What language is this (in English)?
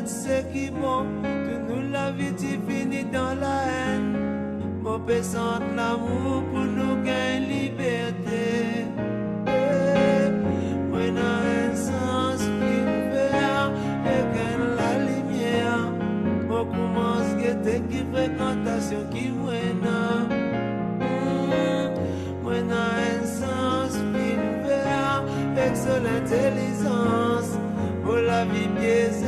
Morisyen